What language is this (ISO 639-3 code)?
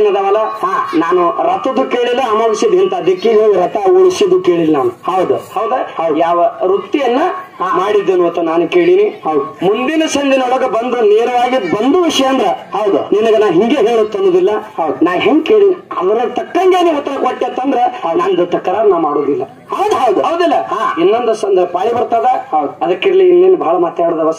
kan